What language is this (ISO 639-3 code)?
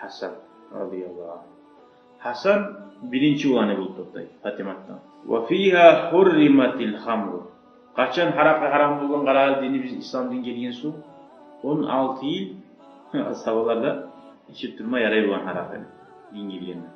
kum